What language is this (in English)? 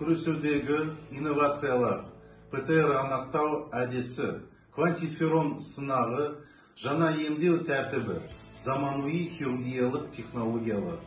Kazakh